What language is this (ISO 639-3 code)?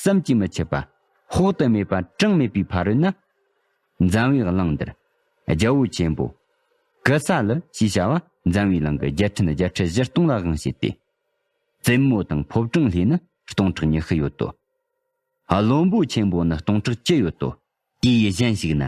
bod